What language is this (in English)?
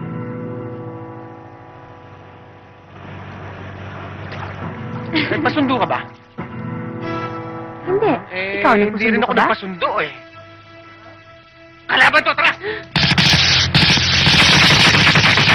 Filipino